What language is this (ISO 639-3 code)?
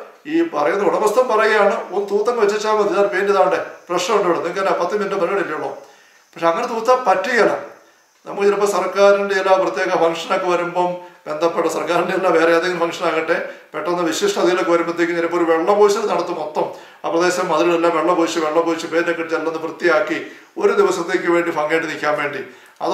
mal